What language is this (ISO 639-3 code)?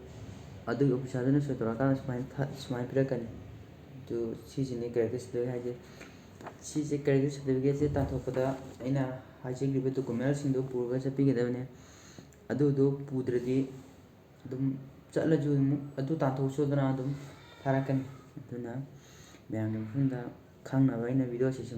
mni